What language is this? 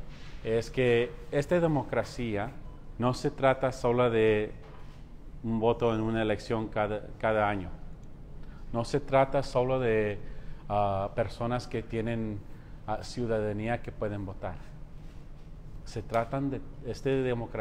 Spanish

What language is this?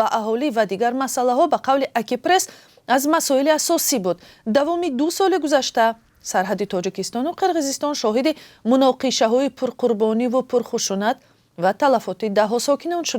Tajik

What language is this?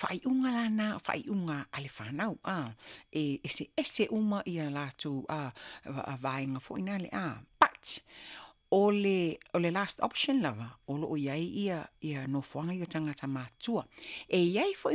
Samoan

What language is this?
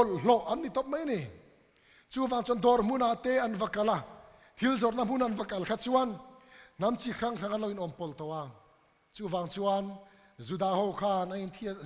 Mizo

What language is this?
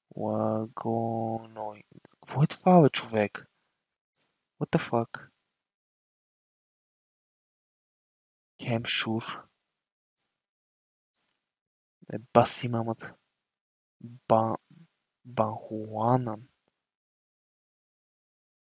Bulgarian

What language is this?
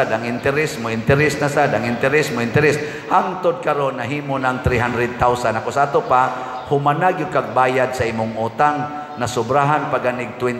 Cebuano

